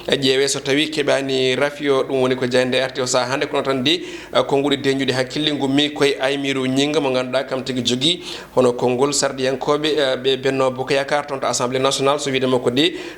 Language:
Fula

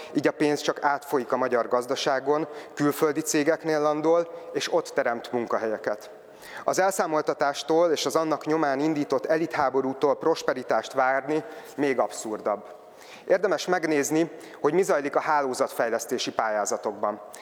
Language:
Hungarian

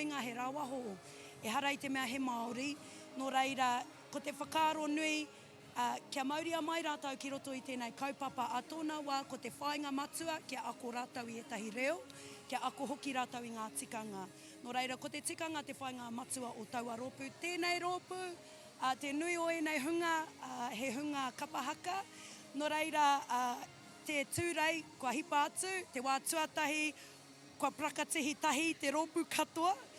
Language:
Māori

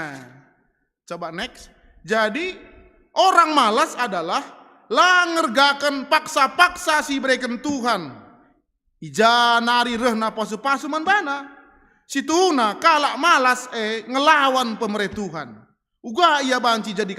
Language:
Batak Karo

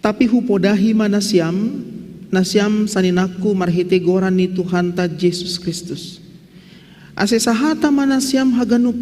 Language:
Batak Simalungun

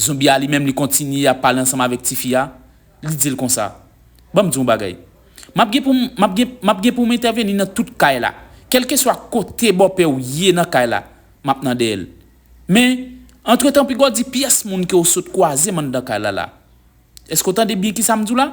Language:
Haitian Creole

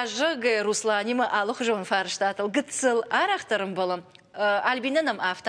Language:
Ossetic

